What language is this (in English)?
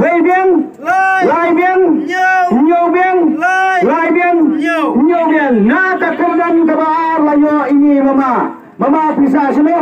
Khasi